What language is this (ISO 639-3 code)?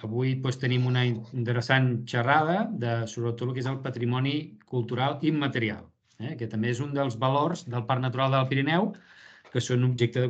cat